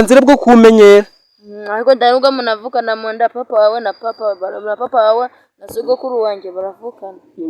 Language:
Kinyarwanda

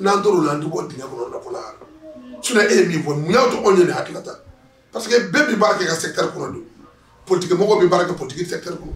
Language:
Bambara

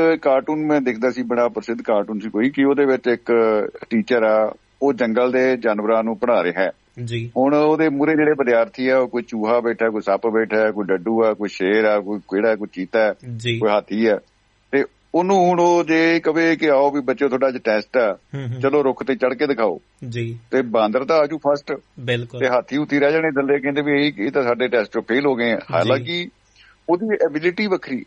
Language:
Punjabi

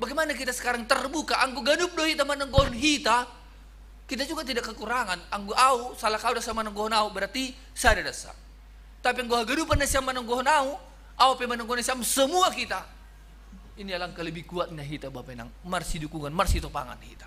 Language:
Batak Simalungun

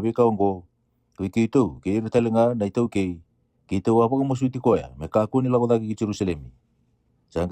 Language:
Fijian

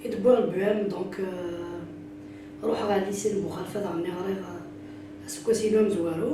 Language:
Kabyle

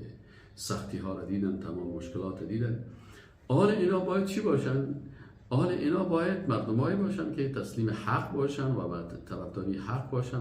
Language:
Persian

